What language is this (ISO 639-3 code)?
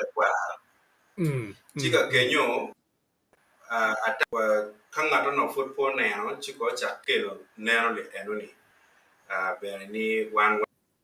ach